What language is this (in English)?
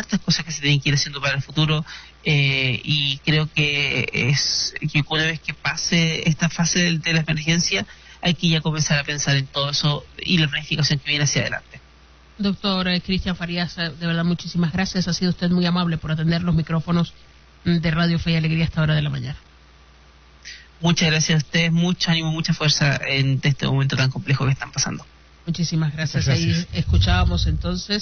Spanish